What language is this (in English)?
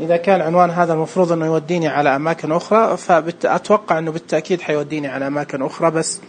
Najdi Arabic